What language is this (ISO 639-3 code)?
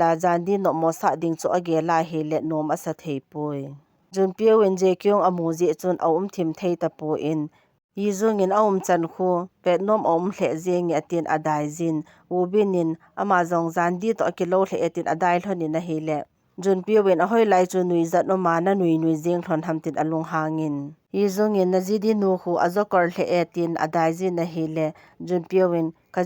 tcz